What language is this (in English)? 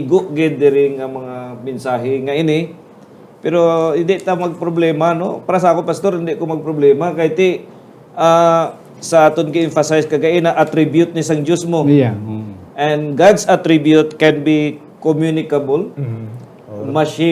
Hiligaynon